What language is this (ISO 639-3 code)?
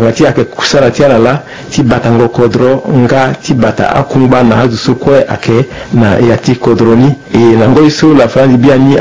sag